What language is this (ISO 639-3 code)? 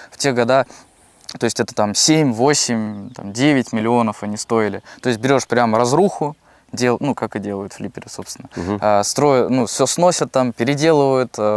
rus